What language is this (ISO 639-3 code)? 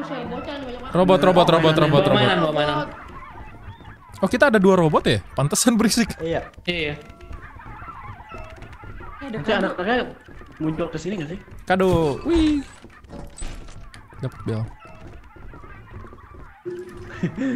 ind